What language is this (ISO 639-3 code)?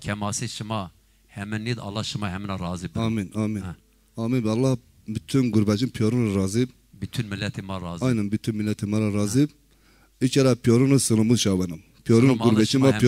zza